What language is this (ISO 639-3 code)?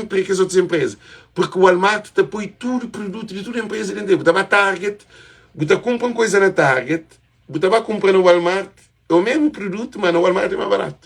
kea